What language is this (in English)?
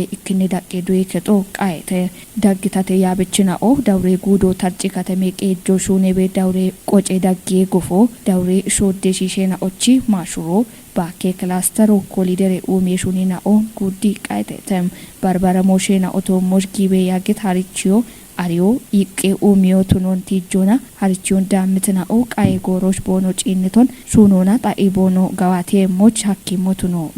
Kafa